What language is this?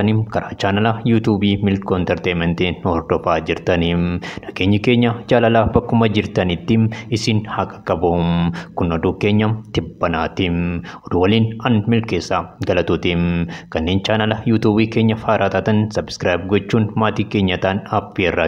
Oromo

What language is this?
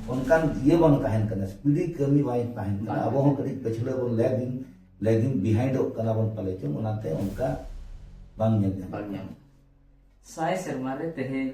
Santali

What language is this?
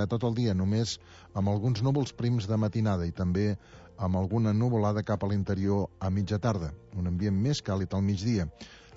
Catalan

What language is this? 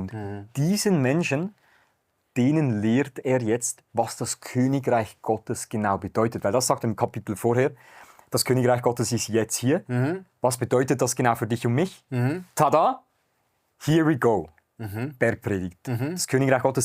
Swiss German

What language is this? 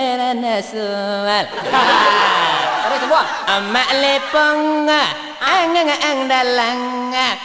Minangkabau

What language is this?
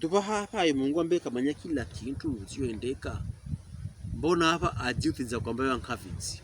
Pokomo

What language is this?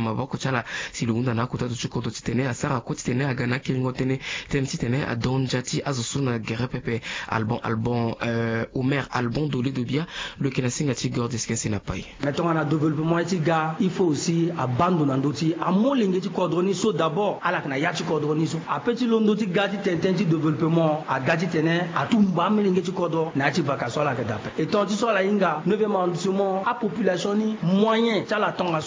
Sango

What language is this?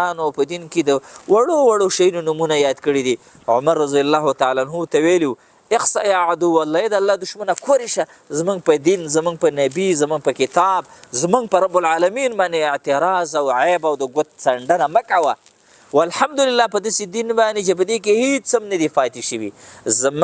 Pashto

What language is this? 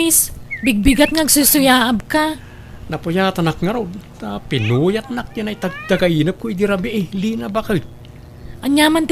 Iloko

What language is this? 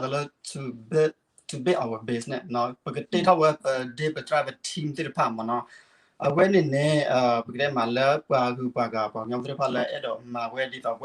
S'gaw Karen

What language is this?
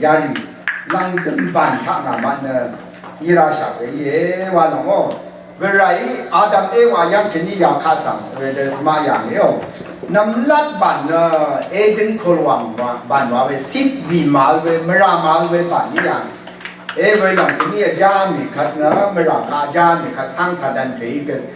Rawang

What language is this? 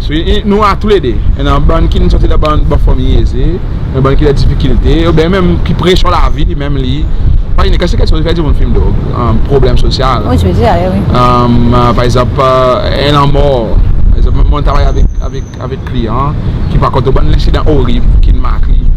Seselwa Creole French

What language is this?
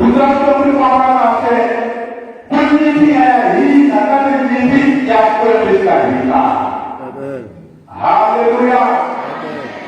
Tsonga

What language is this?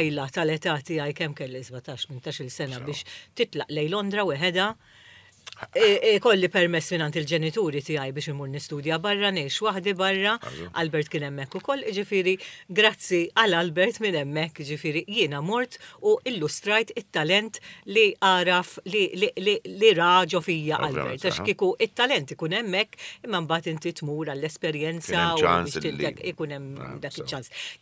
Maltese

